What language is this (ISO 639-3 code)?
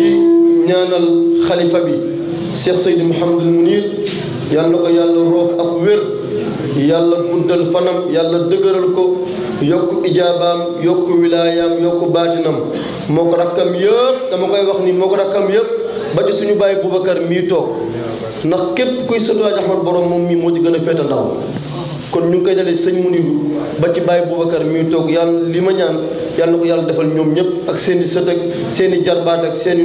wol